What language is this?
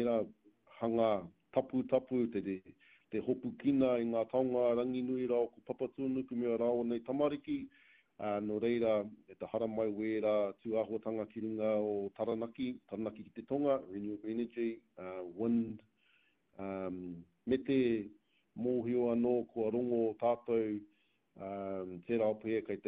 Māori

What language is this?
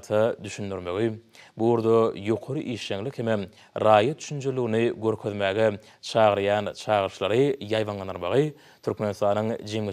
Turkmen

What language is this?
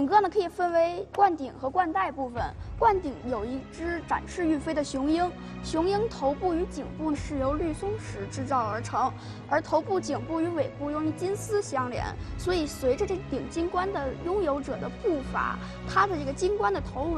Chinese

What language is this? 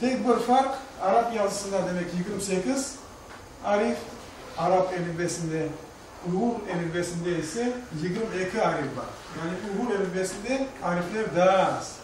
Crimean Tatar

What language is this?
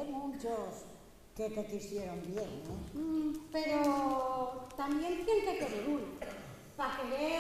Asturian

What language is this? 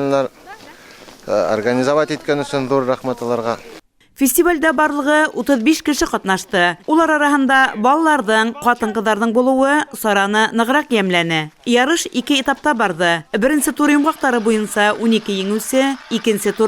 Bashkir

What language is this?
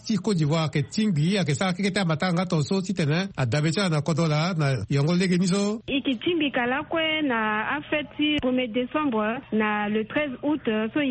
Sango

